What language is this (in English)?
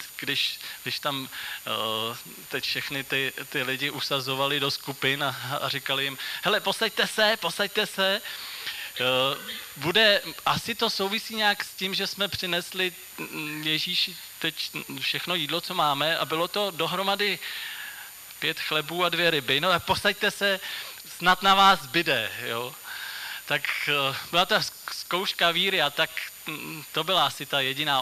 Czech